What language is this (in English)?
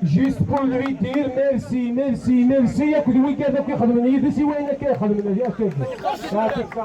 Kabyle